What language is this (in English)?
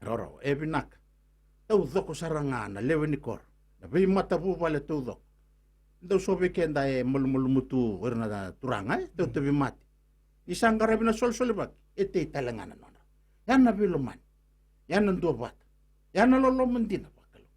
Fijian